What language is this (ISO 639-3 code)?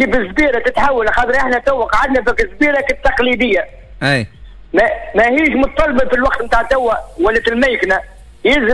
aeb